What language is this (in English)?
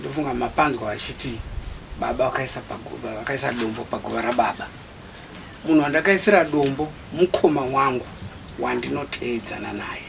Shona